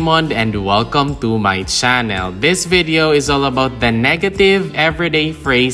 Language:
Hiligaynon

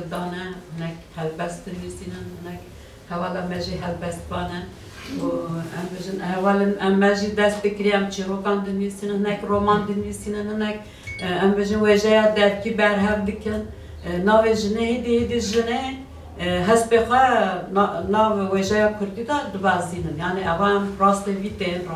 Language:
Kurdish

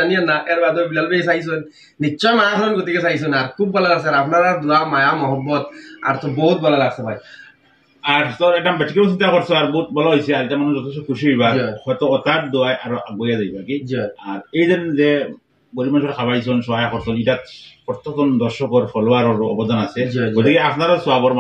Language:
Sylheti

